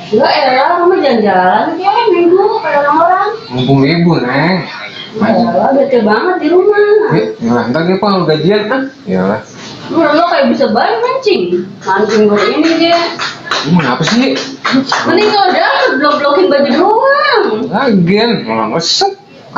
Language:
Betawi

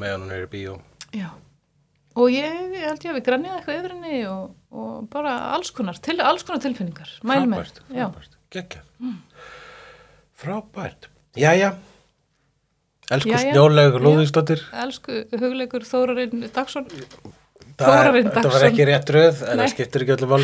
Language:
Icelandic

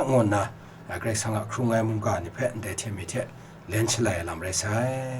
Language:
Kachin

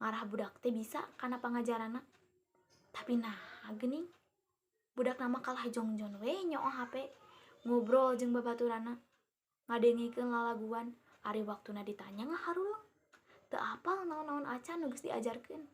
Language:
Sundanese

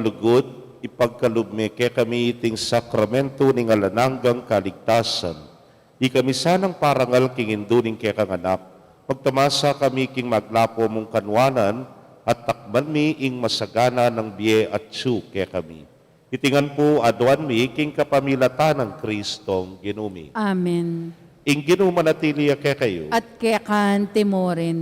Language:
Pampanga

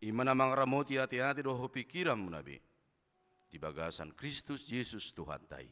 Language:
Batak Toba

